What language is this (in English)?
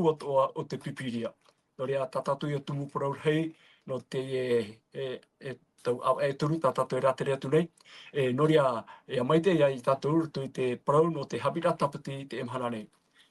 Tahitian